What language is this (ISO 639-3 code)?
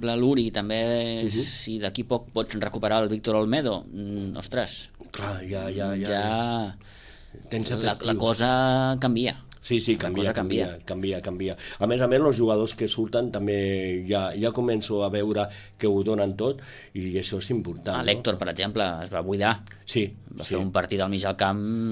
cat